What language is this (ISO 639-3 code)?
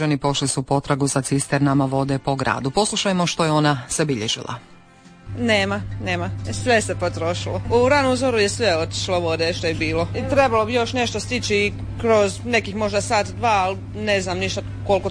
hrv